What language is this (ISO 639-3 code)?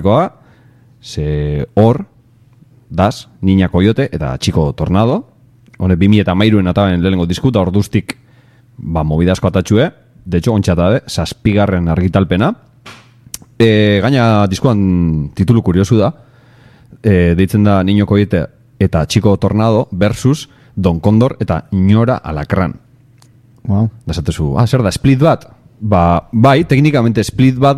eus